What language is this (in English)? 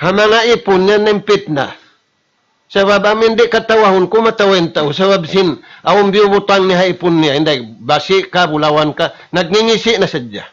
Tausug